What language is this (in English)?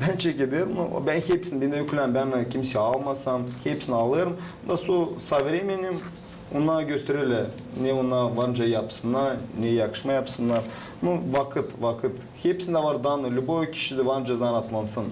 Gagauz